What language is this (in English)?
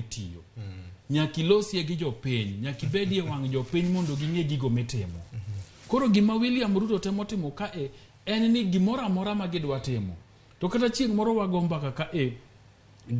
Luo (Kenya and Tanzania)